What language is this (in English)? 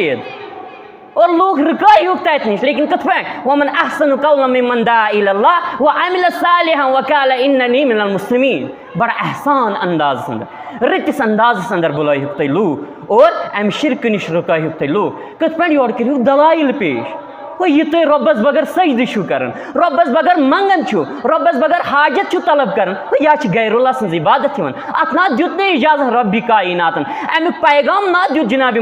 Kashmiri